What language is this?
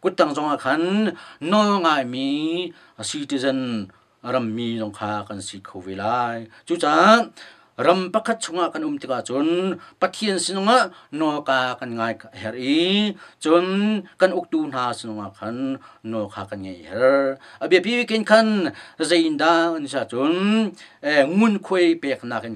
Hakha Chin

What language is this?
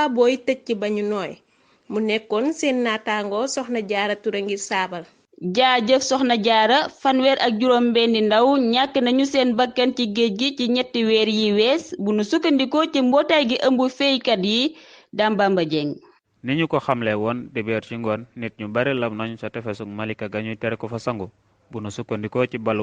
Wolof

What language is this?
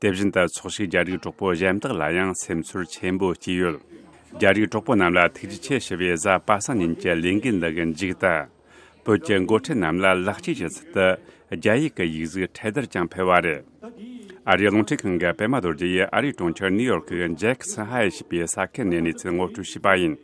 Tibetan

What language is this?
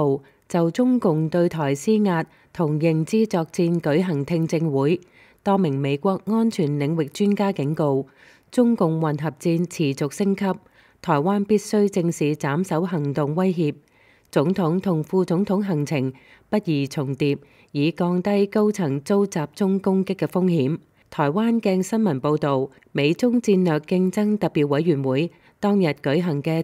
Cantonese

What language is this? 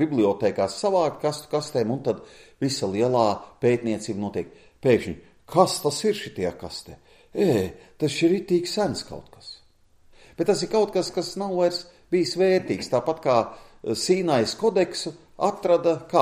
Latvian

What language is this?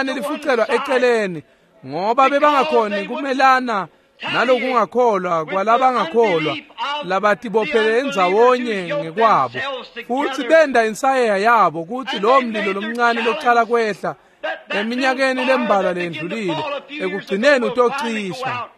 Swati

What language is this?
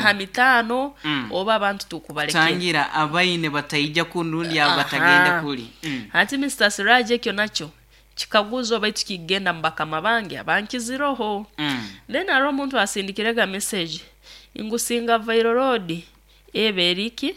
Nyankole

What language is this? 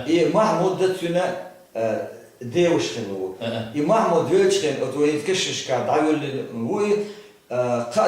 Chechen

